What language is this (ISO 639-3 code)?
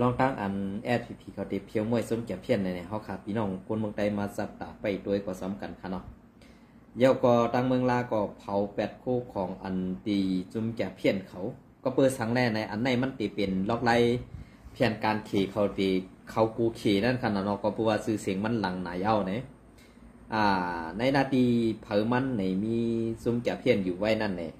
shn